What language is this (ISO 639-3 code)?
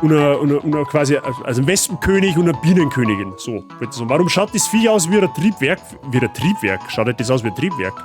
bar